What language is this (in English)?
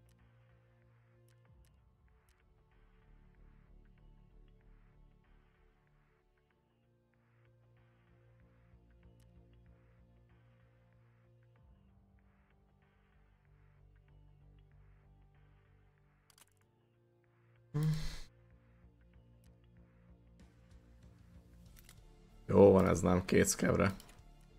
Hungarian